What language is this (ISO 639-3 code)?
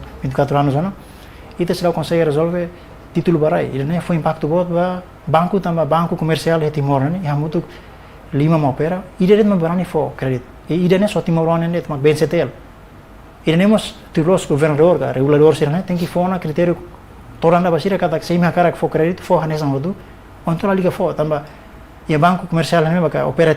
tet